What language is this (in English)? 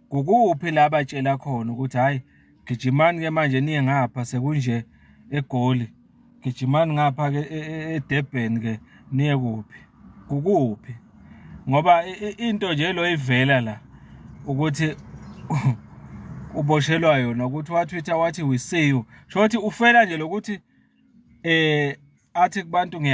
Zulu